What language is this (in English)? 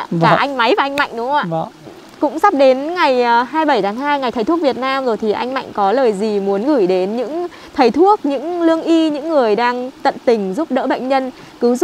Vietnamese